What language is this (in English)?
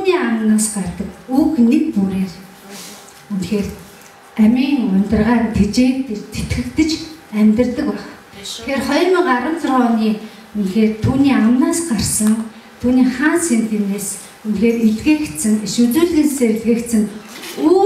Mongolian